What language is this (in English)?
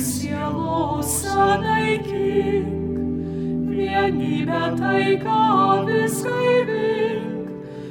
Lithuanian